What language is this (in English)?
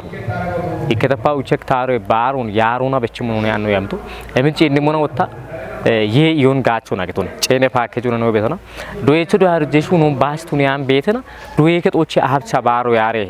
Kafa